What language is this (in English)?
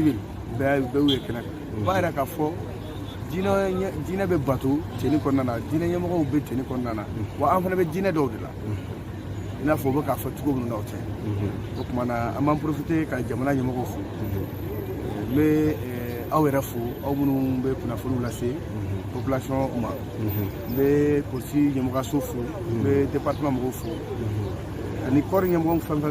Bambara